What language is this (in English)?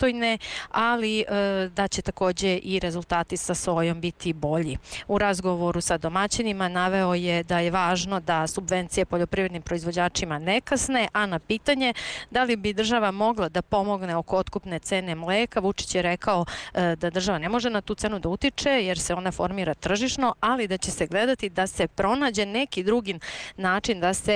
Serbian